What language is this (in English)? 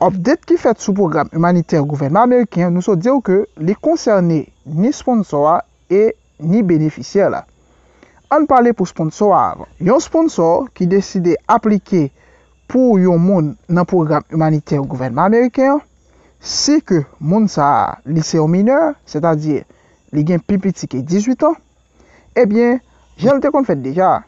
Haitian Creole